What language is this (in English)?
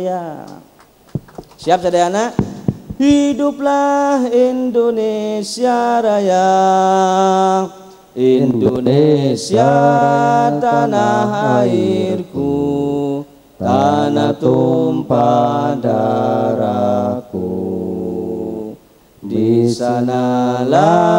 Indonesian